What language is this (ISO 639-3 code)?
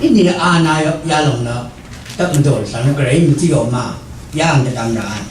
raw